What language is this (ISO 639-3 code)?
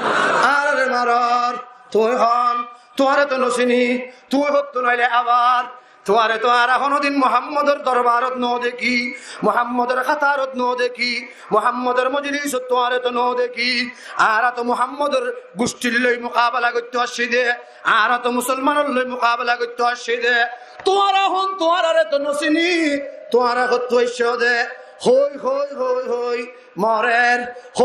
rhg